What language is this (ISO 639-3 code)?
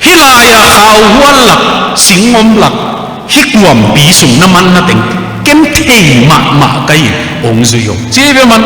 ctd